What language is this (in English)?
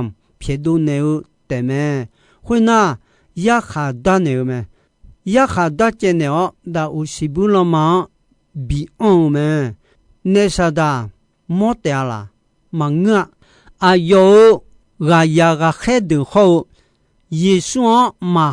Akha